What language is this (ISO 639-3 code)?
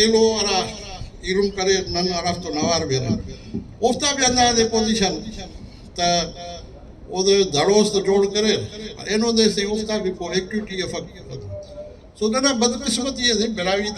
brh